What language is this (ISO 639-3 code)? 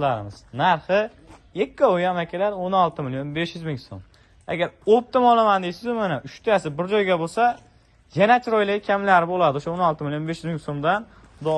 uzb